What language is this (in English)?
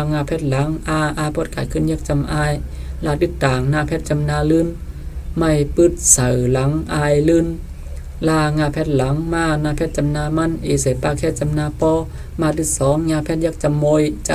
Shan